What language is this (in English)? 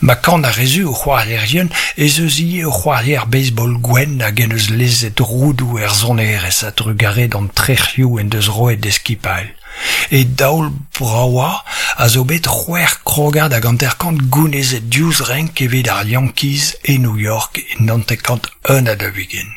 Breton